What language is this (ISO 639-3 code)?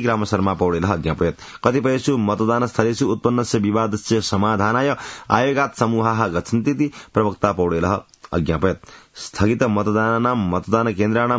san